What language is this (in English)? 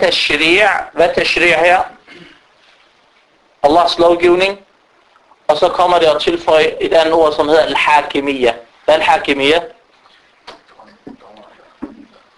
Danish